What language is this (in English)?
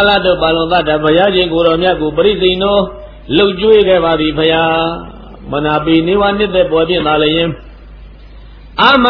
Burmese